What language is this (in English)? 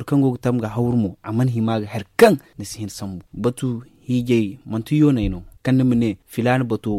Zarma